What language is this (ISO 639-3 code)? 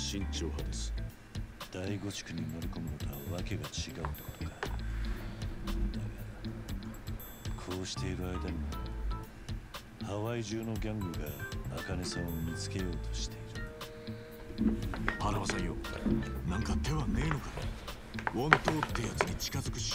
jpn